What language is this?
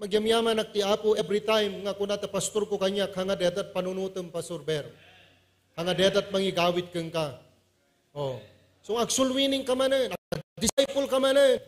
Iloko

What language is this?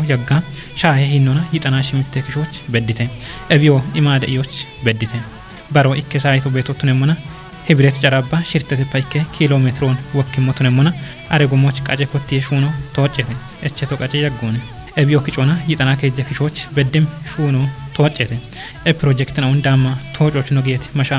Kafa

